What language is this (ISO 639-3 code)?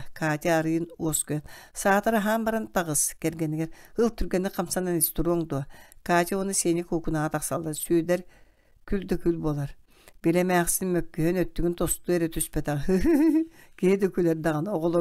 sah